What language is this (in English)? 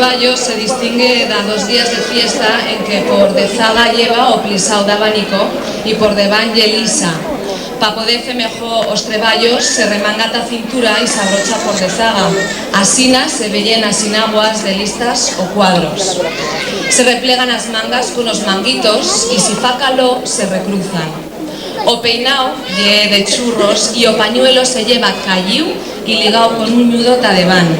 Aragonese